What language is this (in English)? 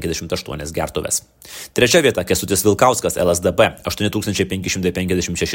Lithuanian